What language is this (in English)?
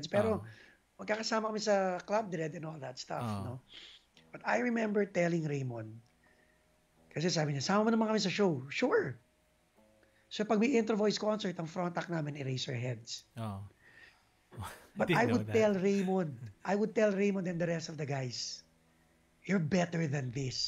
Filipino